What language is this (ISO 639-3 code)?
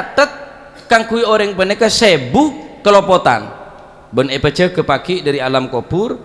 mad